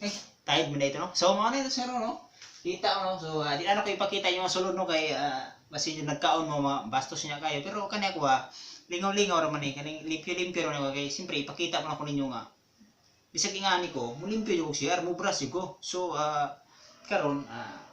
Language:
Cebuano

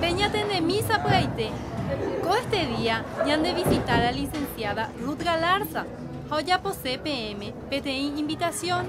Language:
Guarani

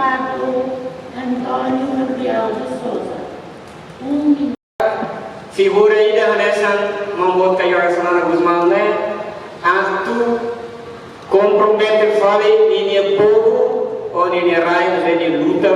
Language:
Tetum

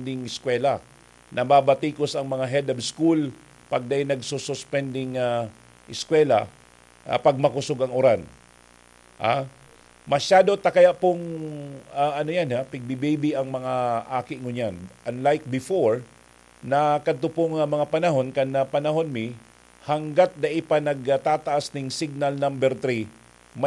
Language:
Bikol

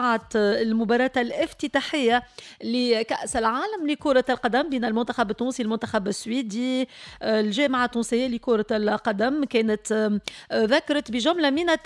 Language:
Tunisian Arabic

